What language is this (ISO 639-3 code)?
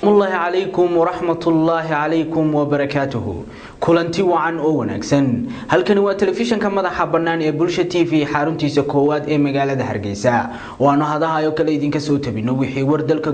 som